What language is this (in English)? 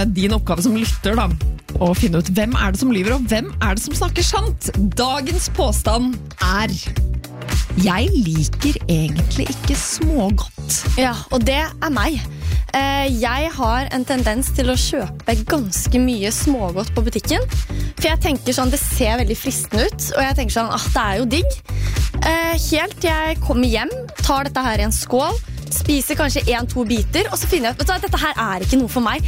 Norwegian